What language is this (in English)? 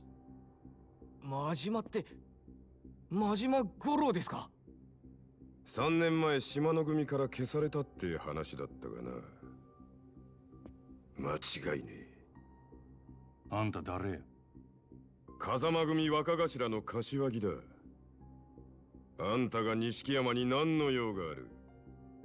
Japanese